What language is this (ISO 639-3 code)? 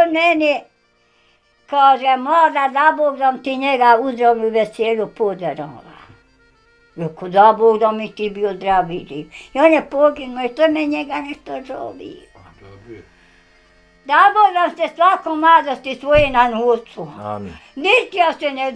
bos